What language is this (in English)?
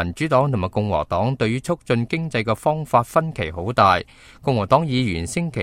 Cantonese